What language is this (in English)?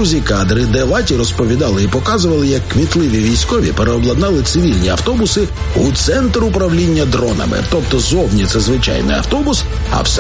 Ukrainian